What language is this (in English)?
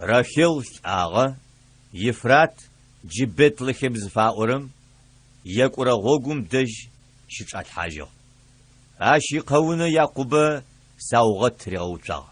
Adyghe